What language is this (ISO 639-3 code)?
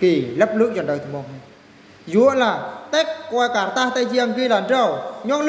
bru